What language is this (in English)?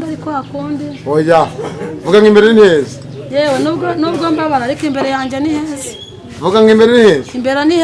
Kinyarwanda